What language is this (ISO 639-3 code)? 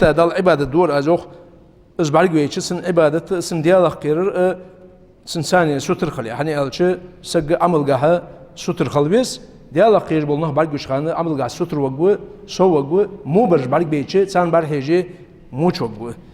inh